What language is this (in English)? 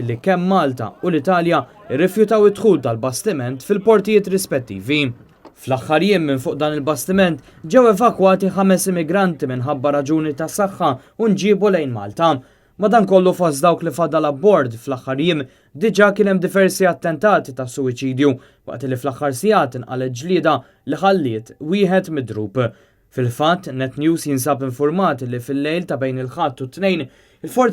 Maltese